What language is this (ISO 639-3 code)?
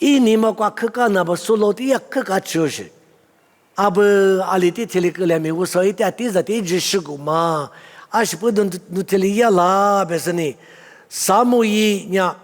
lis